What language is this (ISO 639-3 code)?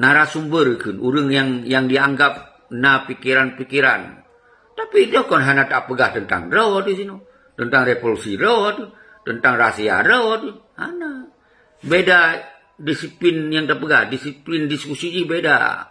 ace